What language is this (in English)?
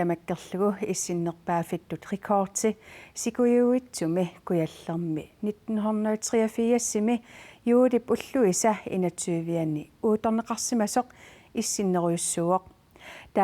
Kalaallisut